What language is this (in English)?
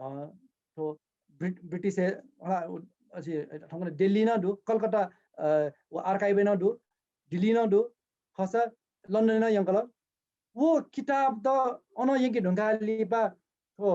Newari